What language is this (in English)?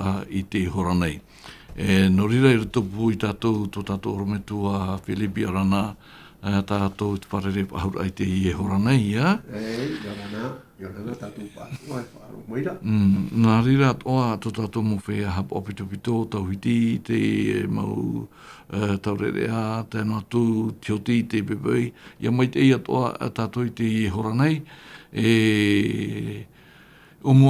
Tahitian